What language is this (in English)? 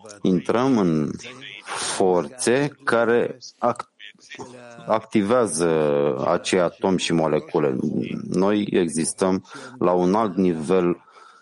Romanian